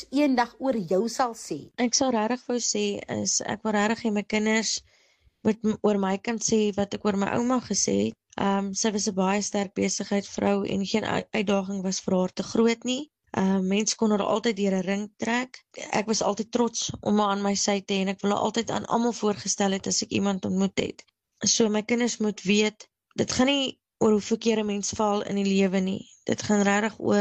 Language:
Afrikaans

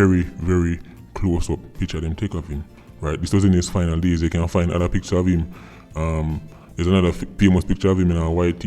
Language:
Jamaican Creole English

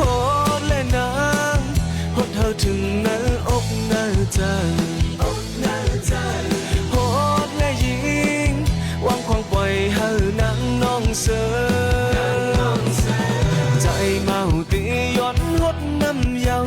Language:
Shan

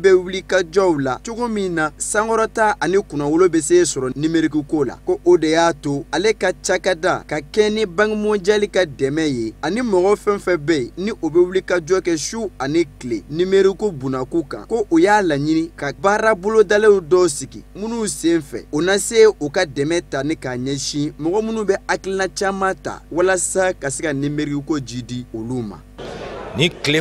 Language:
Bambara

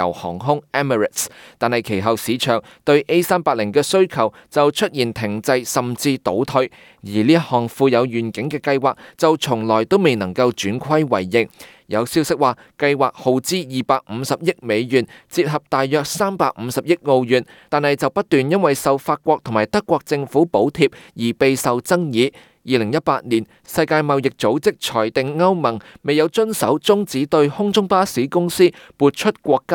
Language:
Cantonese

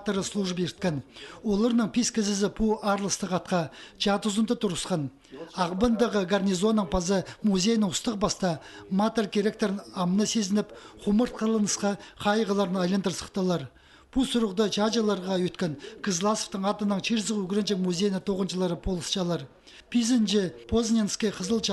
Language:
Khakas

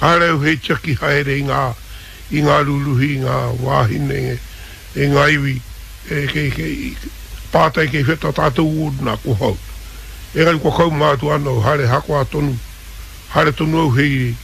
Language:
Māori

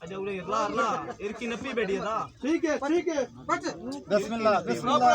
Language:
Saraiki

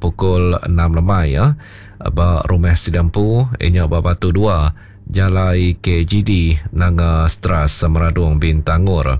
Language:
Iban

